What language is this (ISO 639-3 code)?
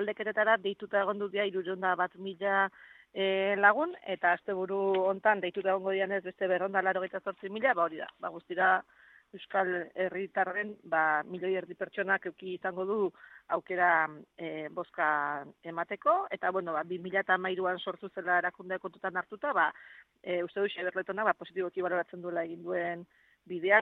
eus